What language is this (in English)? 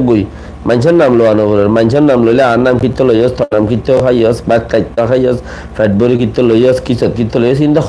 Rohingya